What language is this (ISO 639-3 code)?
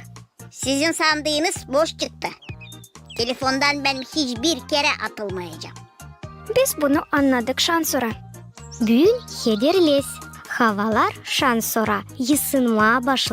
gag